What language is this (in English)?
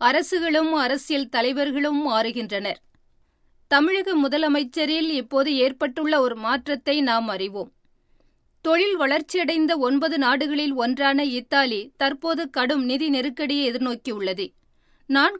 Tamil